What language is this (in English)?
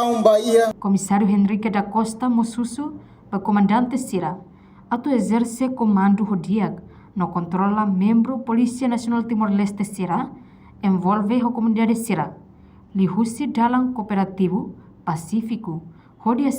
Tetum